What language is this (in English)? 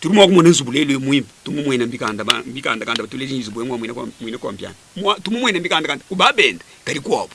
Luba-Lulua